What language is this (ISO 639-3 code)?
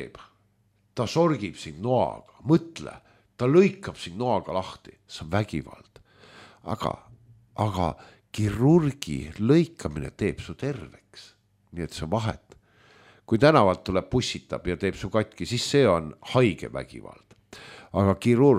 est